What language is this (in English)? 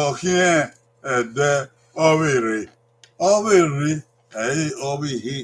Bini